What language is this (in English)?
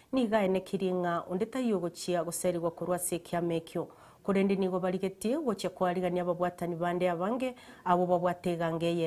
Gusii